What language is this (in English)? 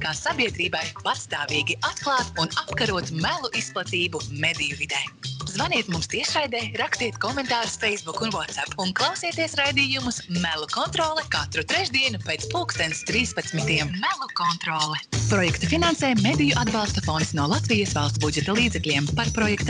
Latvian